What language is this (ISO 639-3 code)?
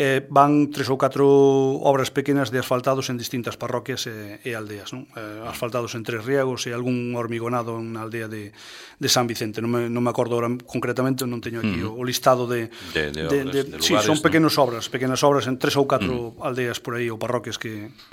glg